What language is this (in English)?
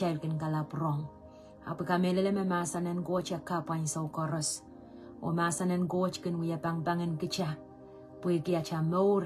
Pohnpeian